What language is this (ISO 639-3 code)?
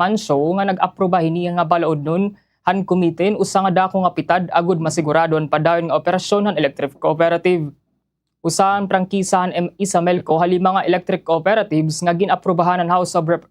war